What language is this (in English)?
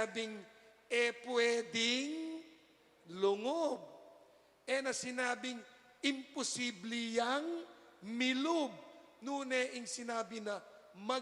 Pampanga